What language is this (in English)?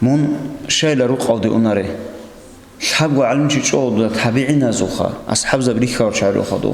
Avaric